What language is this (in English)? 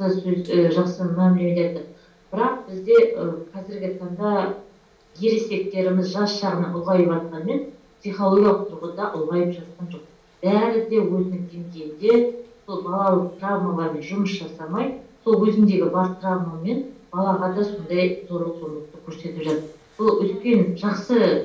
Kazakh